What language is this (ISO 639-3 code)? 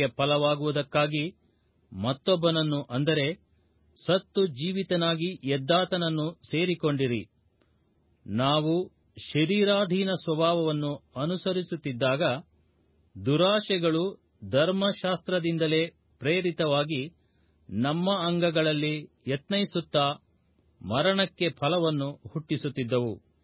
kan